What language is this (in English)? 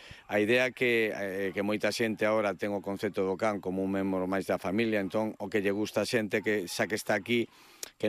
Galician